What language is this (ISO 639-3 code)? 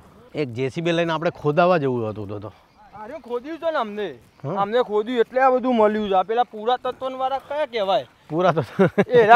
guj